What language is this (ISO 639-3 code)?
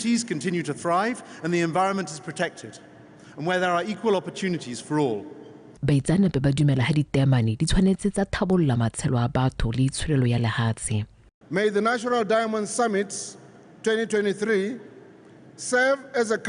tsn